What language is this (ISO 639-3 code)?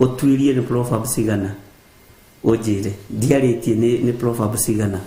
kik